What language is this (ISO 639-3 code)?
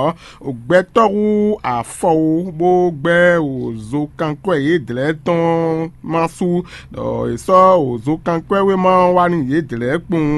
fon